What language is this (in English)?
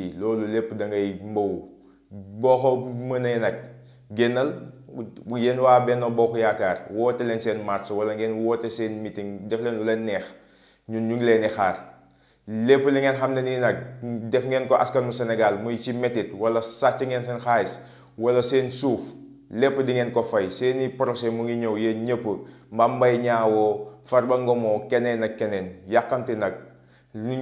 Wolof